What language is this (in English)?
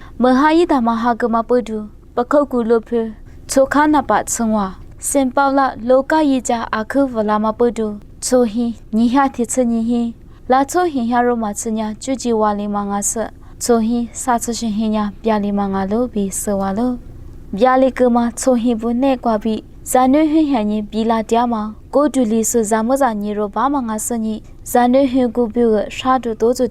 Lisu